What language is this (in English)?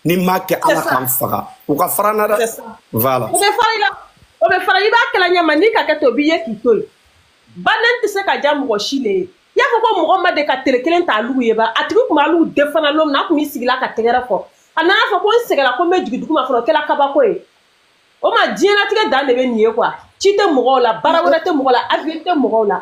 Bambara